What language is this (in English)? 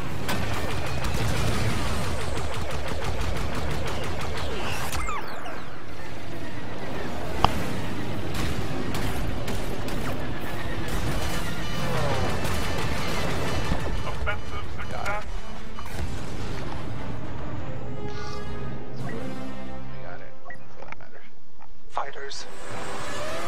English